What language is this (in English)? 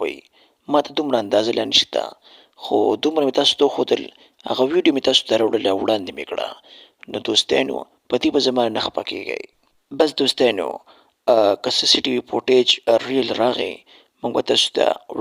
Pashto